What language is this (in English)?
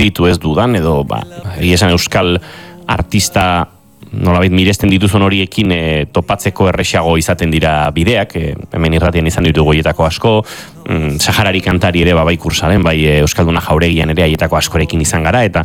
Basque